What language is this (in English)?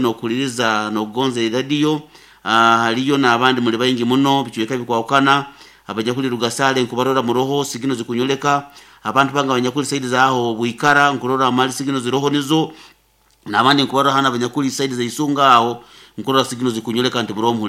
Nyoro